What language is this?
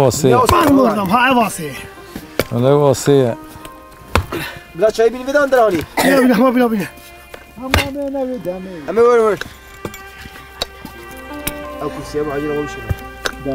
Kurdish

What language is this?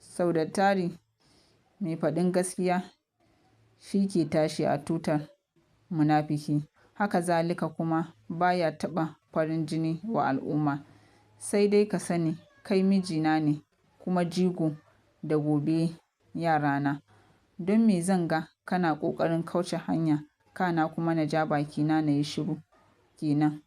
Hausa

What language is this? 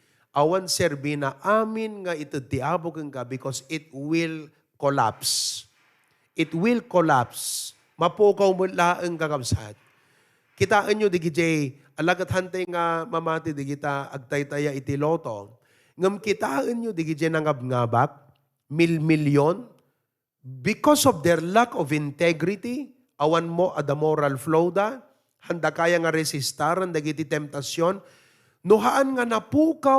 Iloko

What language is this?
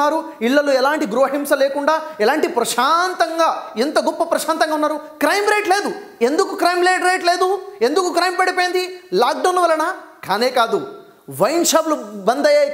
Telugu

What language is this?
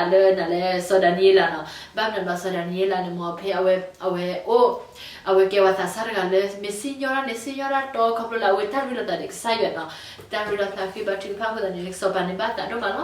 S'gaw Karen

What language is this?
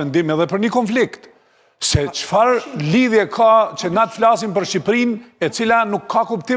Albanian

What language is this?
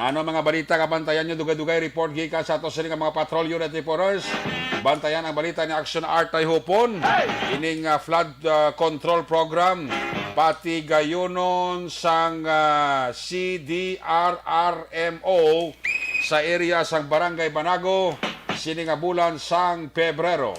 Hiligaynon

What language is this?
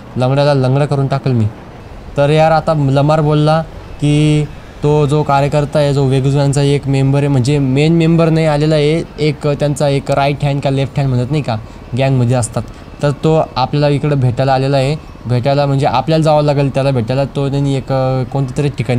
Marathi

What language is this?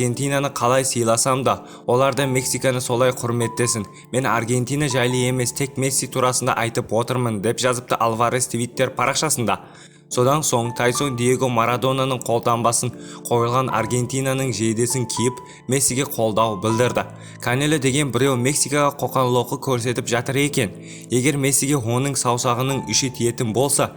Kazakh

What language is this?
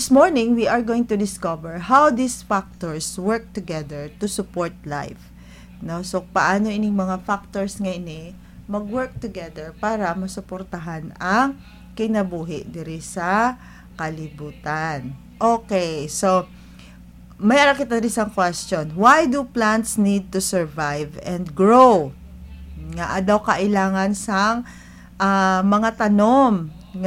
Hiligaynon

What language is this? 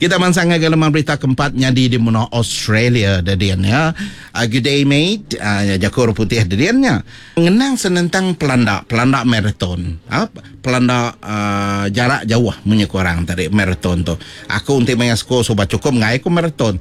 Iban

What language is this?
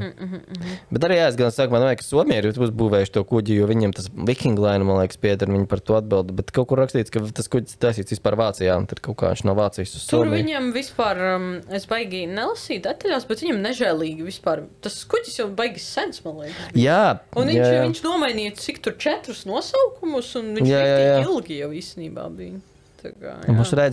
Latvian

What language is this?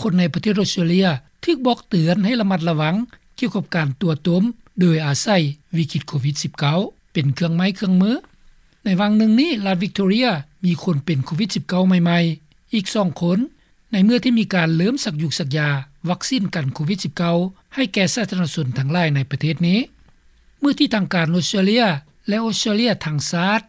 Lao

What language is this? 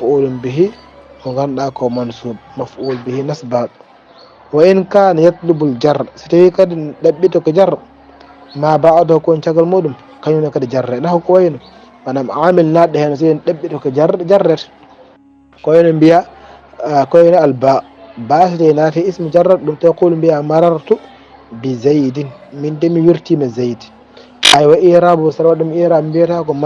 Fula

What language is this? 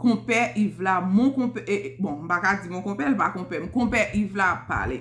Haitian Creole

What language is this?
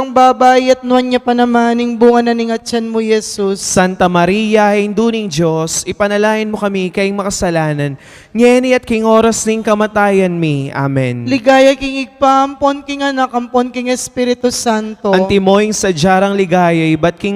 Pampanga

